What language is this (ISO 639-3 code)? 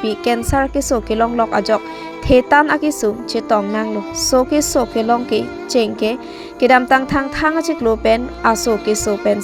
mjw